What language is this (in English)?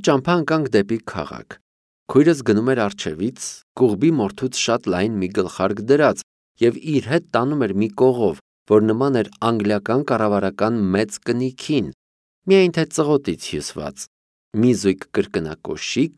Armenian